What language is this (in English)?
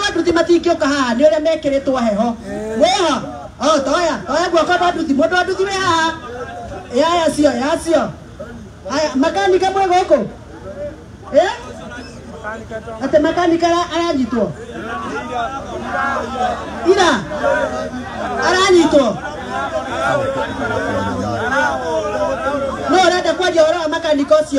Kikuyu